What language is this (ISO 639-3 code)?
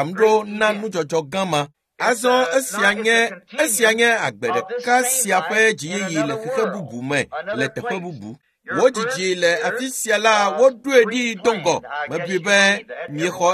ewe